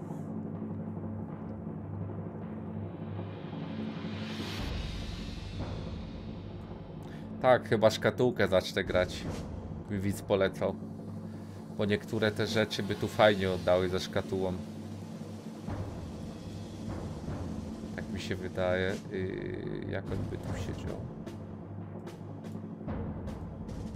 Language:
Polish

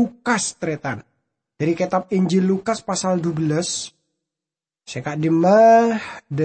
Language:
Madurese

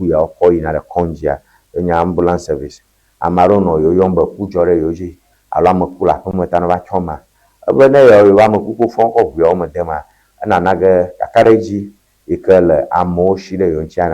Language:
Ewe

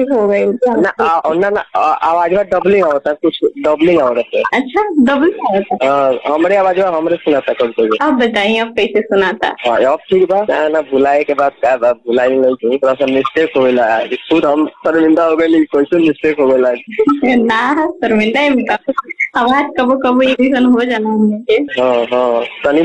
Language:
Bhojpuri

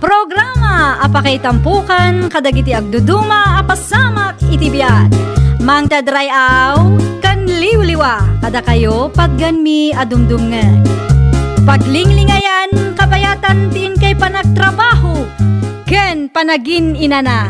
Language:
Iloko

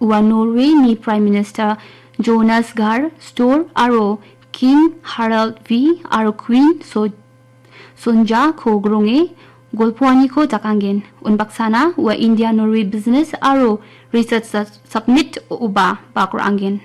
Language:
Garo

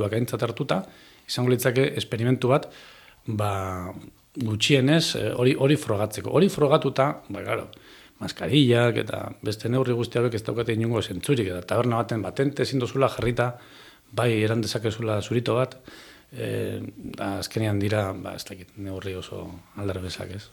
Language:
Basque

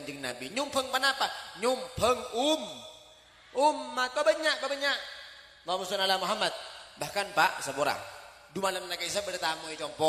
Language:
Madurese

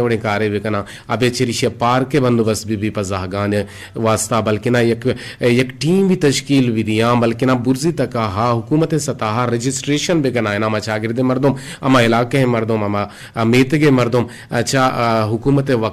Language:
Eastern Balochi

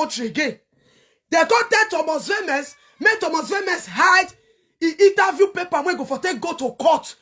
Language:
Nigerian Pidgin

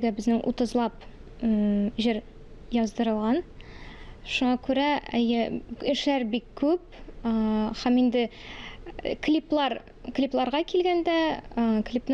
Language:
Tatar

